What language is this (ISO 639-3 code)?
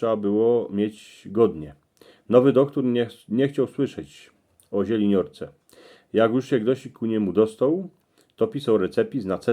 szl